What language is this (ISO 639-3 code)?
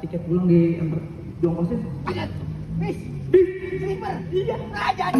bew